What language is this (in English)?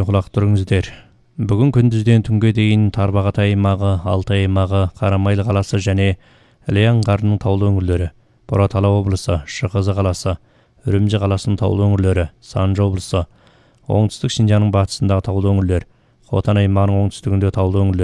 Kazakh